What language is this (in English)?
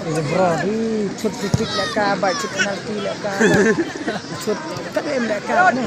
Khasi